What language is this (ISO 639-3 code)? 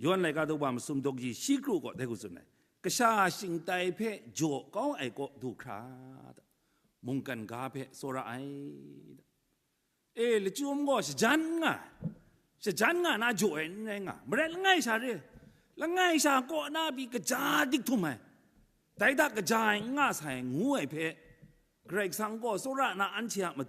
kac